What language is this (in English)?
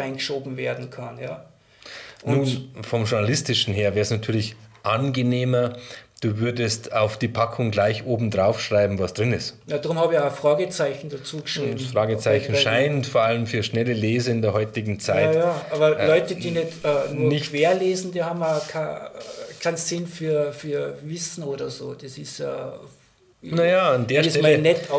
German